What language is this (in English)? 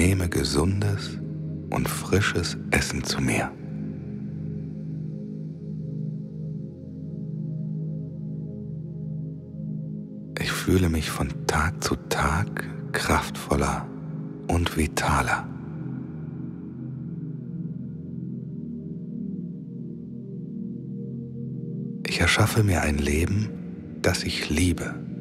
German